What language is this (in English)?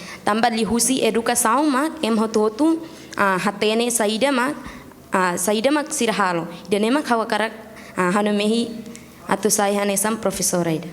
Tetum